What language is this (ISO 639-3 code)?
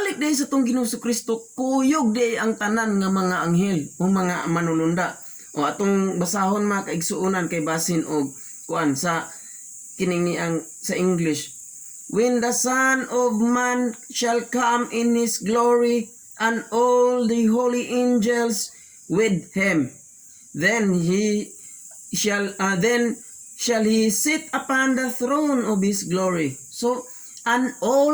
ceb